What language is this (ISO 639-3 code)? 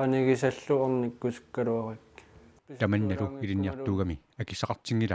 kal